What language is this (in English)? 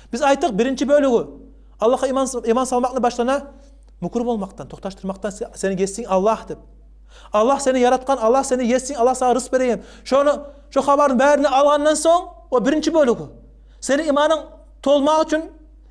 Kumyk